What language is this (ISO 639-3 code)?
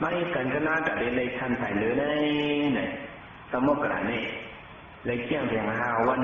shn